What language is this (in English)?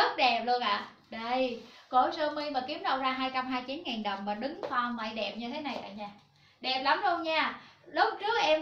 Vietnamese